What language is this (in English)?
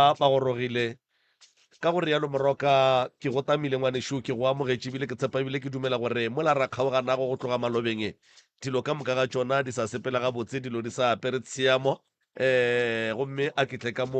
Northern Sotho